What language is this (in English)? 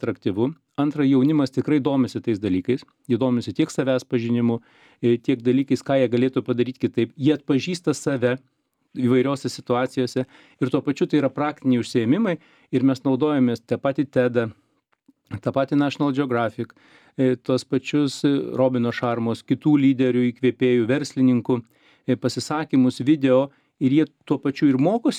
Lithuanian